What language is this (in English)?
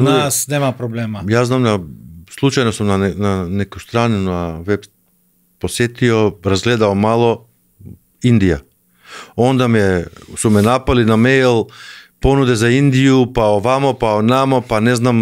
Croatian